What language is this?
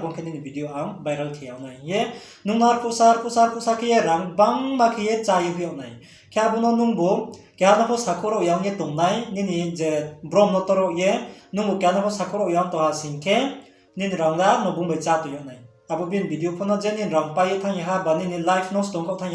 Riang (India)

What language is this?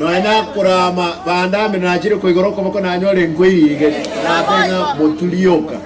Gusii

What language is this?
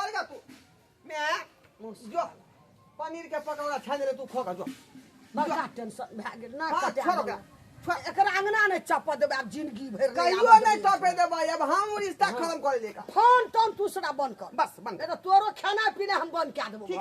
Maithili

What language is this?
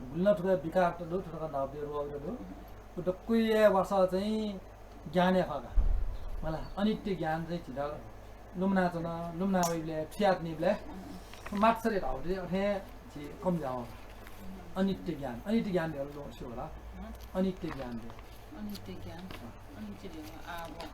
Newari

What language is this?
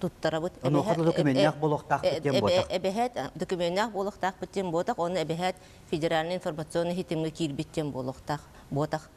Yakut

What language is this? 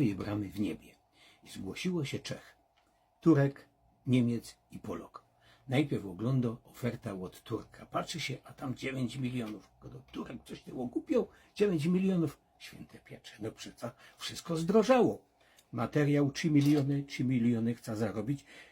Silesian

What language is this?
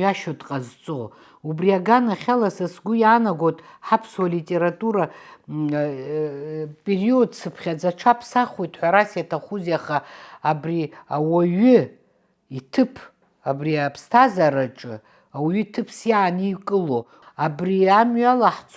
Abkhazian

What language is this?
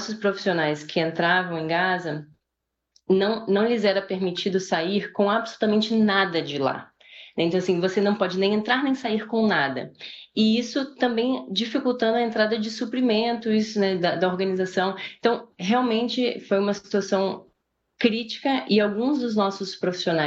Portuguese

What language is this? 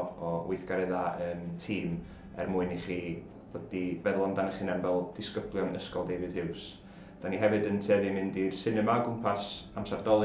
Welsh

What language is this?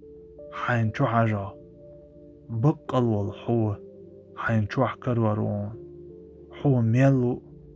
Chechen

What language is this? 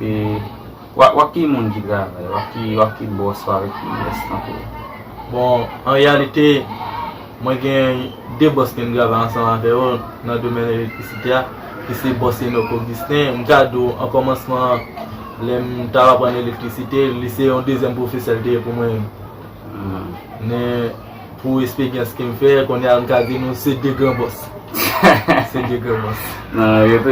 Haitian Creole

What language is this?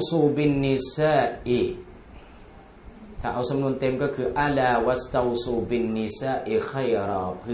Thai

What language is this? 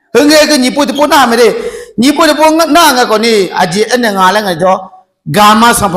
Akha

